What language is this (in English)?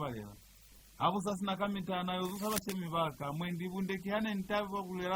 Lozi